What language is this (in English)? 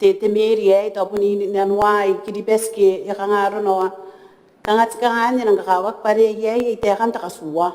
Gilbertese